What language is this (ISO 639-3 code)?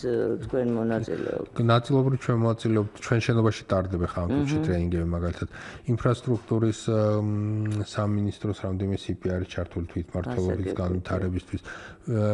kat